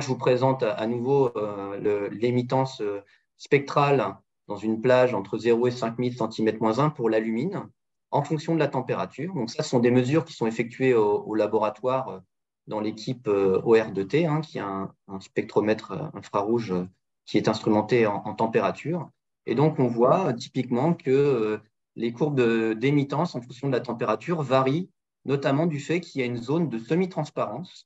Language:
French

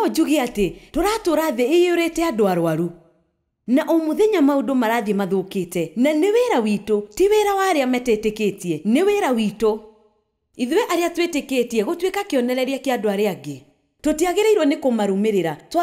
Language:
Kikuyu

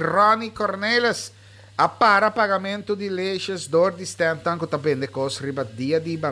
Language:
Papiamento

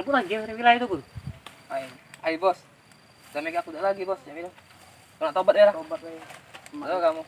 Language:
Musi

